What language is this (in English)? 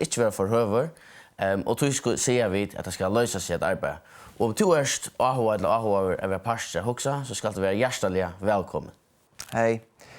Faroese